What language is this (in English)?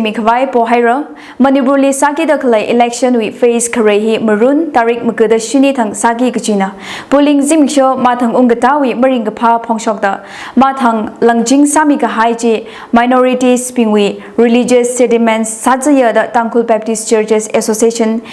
Tangkhul Naga (India)